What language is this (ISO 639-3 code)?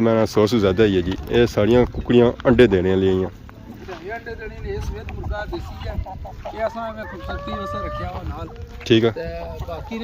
phr